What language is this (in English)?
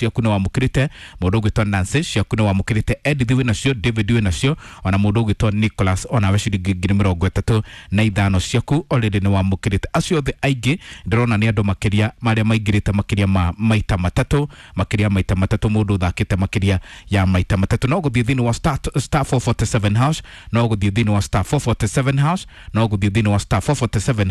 Kikuyu